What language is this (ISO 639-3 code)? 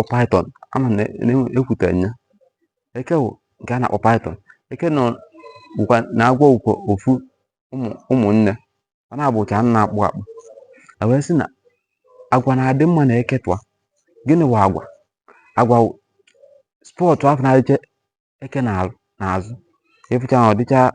ibo